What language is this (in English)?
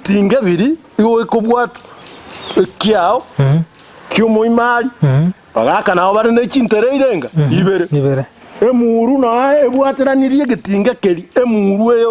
Gusii